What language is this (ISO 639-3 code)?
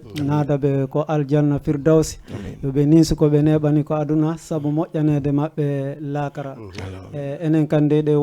ful